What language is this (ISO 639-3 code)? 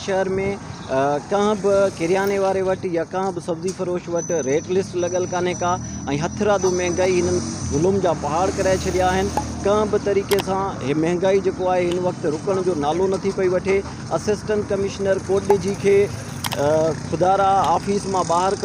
snd